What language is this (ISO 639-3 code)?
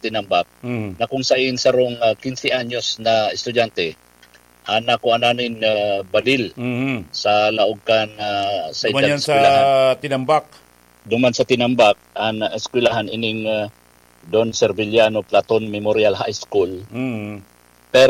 bik